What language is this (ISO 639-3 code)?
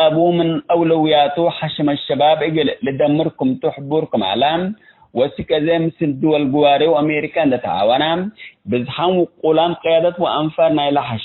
tig